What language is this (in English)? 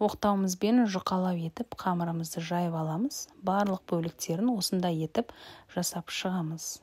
Kazakh